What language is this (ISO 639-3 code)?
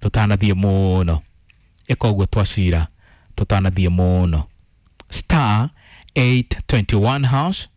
kik